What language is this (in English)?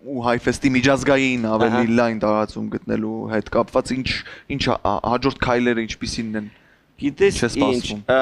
Armenian